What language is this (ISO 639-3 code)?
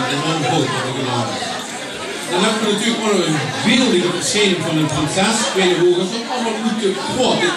lim